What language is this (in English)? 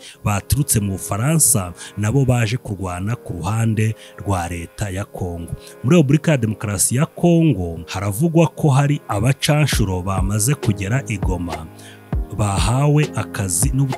Kinyarwanda